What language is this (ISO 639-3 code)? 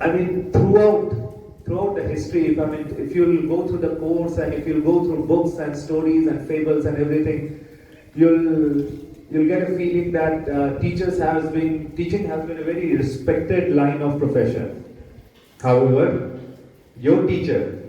kha